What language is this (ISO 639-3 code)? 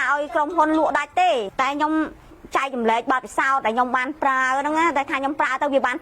khm